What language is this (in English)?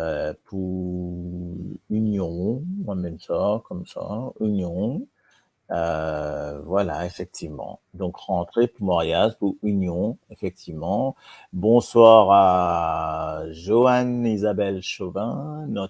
Morisyen